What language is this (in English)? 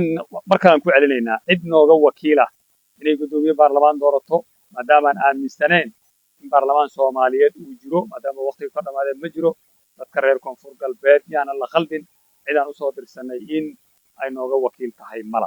Somali